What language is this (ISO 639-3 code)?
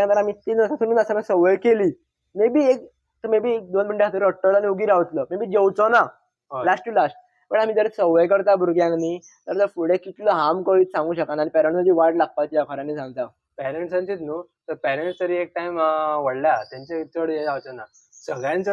kok